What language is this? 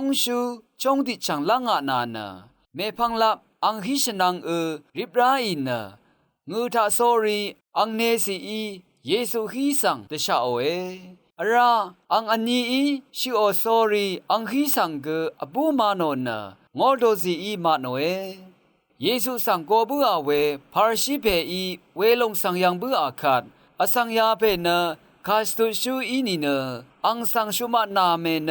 Rawang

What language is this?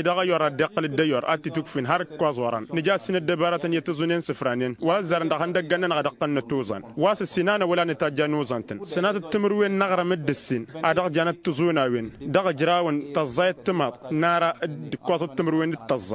Tamasheq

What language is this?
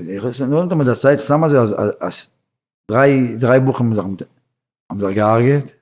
Yiddish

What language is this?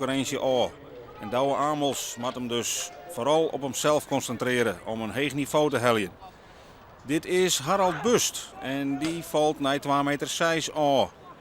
Western Frisian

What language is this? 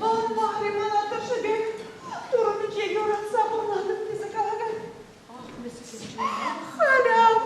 Chuvash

